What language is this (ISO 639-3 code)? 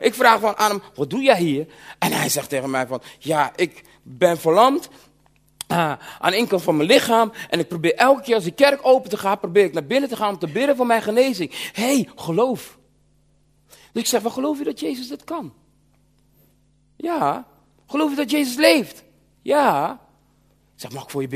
nld